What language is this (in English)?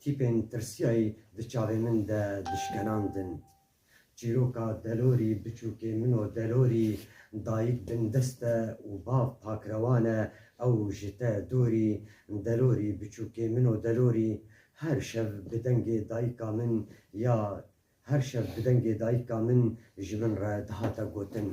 Kurdish